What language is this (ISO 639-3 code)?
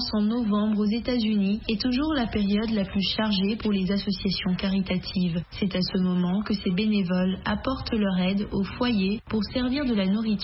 fra